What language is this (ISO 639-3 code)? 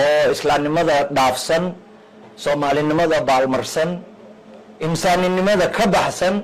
som